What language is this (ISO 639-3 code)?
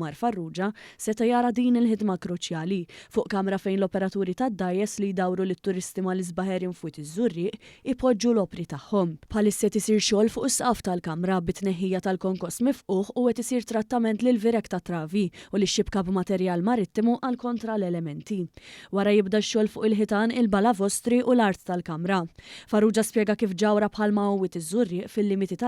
mlt